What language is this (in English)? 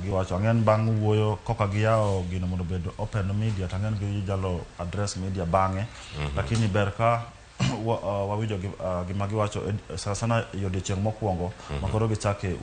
Luo (Kenya and Tanzania)